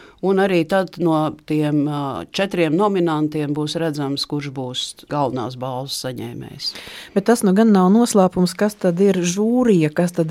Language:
Latvian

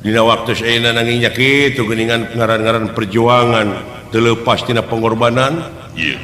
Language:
Sundanese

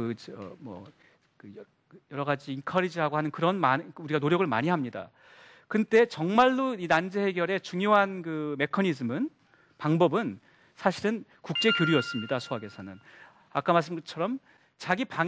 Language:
Korean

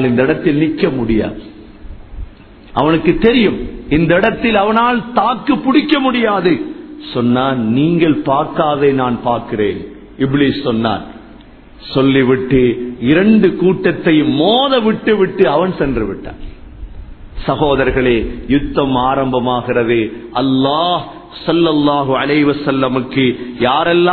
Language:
Tamil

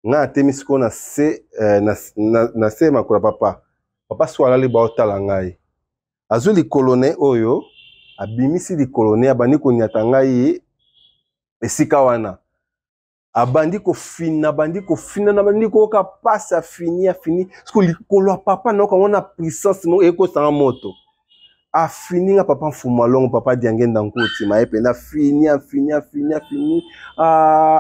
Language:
Lingala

